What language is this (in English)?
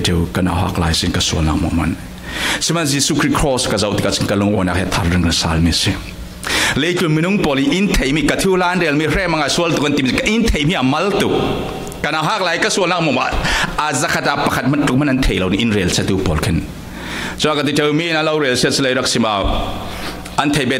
Falam Chin